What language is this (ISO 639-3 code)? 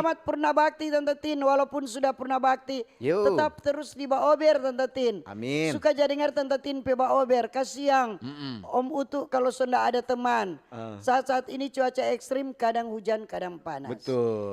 xmm